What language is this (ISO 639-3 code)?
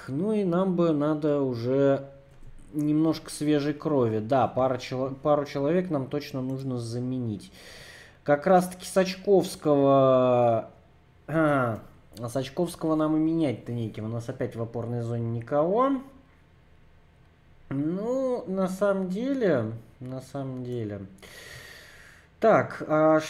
rus